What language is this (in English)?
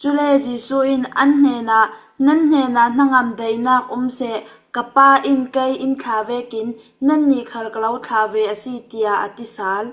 Falam Chin